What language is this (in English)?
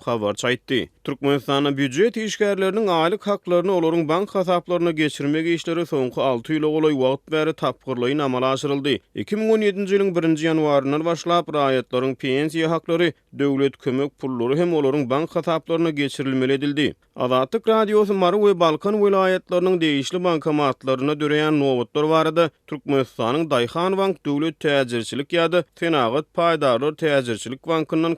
Turkmen